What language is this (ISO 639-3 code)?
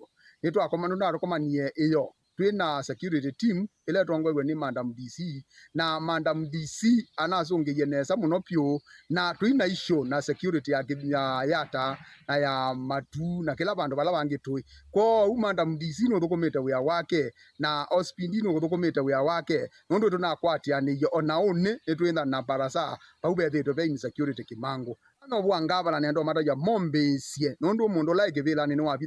kam